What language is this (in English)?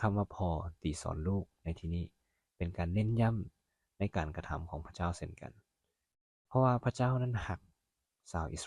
Lao